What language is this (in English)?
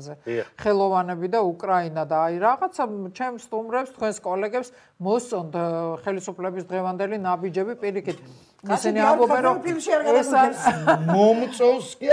Georgian